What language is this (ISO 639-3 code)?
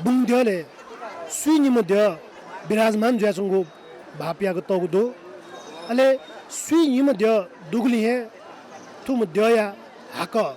new